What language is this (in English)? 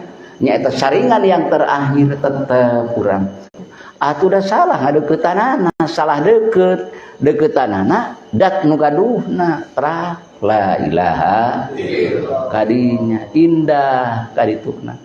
Sundanese